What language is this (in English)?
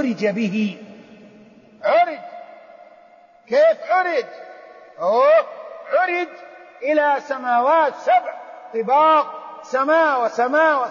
Arabic